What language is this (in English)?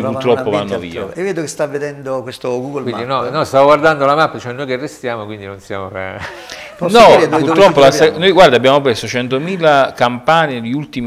Italian